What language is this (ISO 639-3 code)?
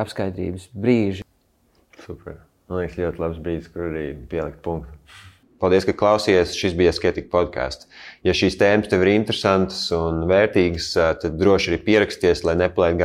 lav